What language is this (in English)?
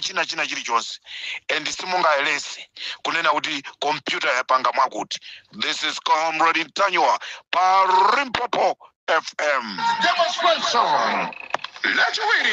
Nyanja